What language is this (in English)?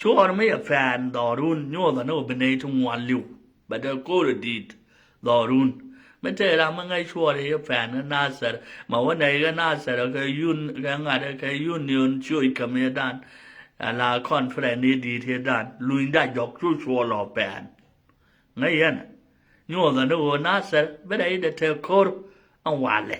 Nuer